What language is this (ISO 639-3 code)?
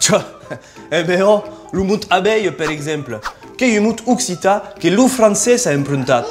oci